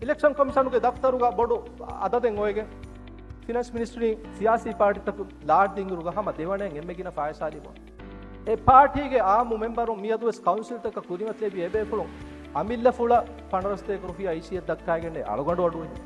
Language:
Divehi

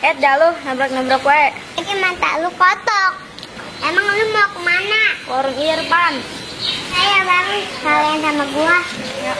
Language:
Betawi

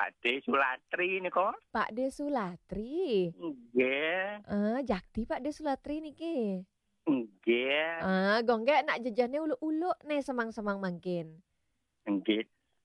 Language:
Balinese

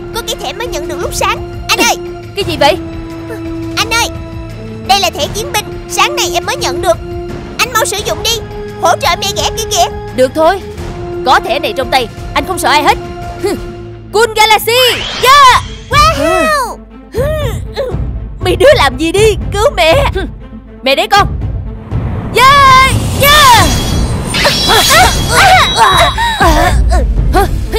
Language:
Vietnamese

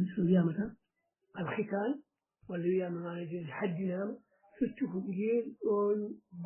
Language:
Fula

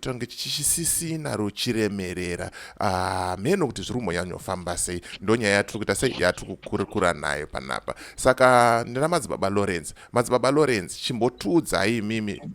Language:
Shona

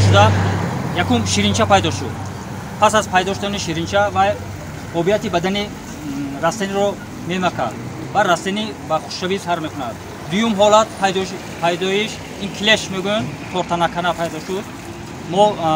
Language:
Tajik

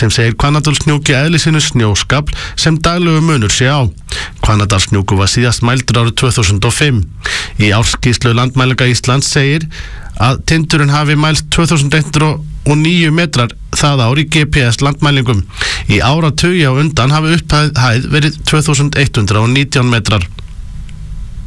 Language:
Icelandic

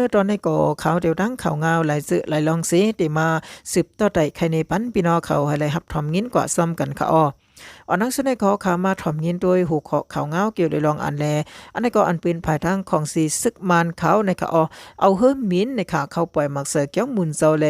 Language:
Shan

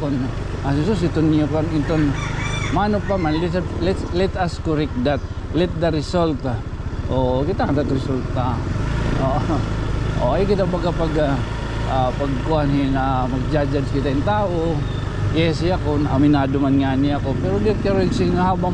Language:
Waray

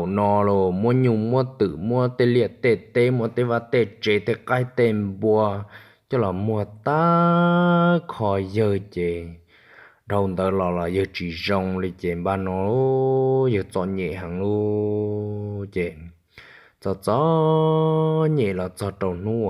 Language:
Hmong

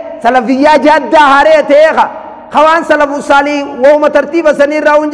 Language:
Oromo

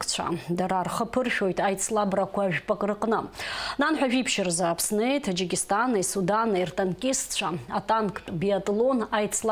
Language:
Abkhazian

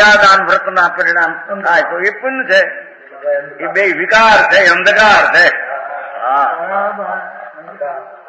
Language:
Gujarati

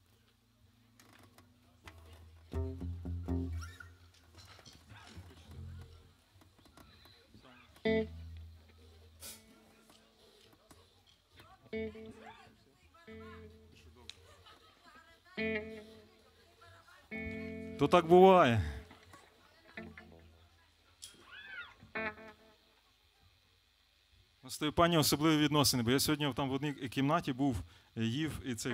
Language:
Ukrainian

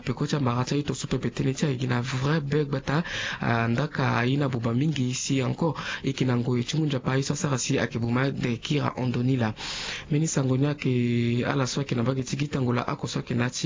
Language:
Sango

